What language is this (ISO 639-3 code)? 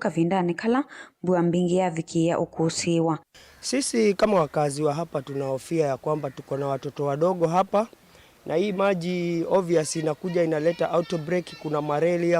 kam